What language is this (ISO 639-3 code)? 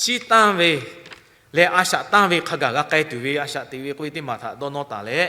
lhu